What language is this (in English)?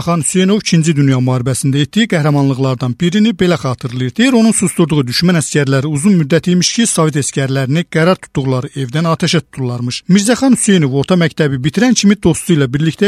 Azerbaijani